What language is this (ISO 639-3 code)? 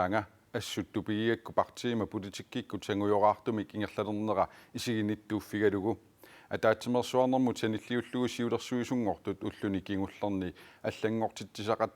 kal